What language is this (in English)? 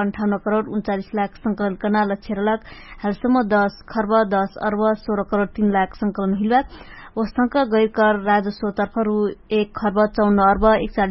Dangaura Tharu